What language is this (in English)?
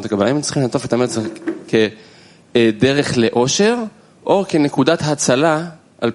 Hebrew